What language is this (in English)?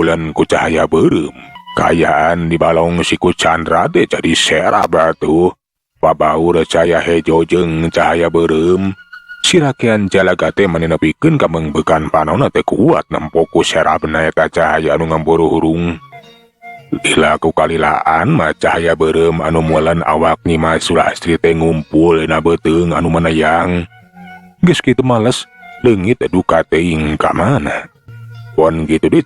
Sundanese